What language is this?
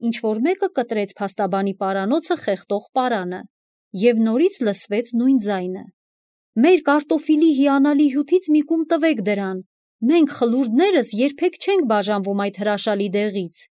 Armenian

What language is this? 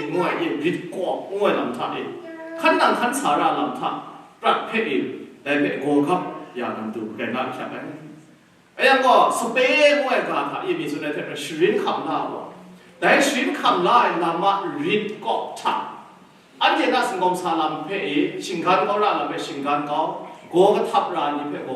Kachin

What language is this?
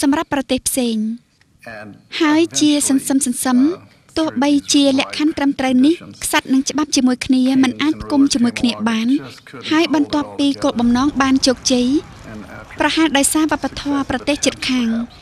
Khmer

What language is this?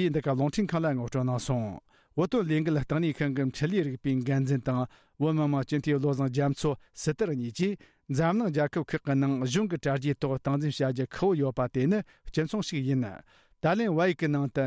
Tibetan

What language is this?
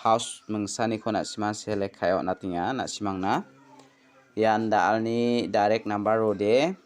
Garo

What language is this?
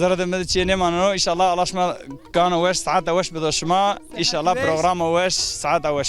Zaza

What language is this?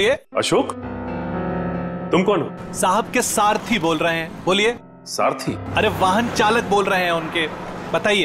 Hindi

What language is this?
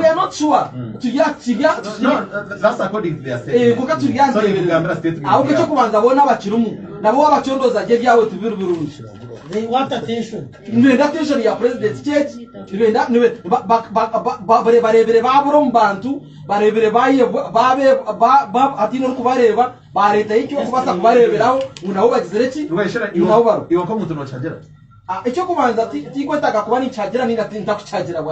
Nyankole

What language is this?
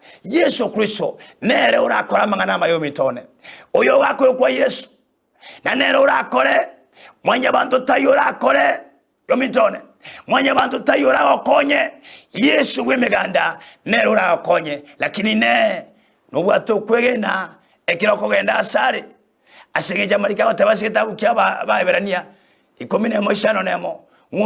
Gusii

